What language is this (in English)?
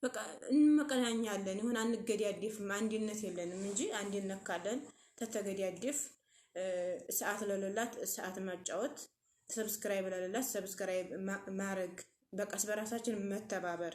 Amharic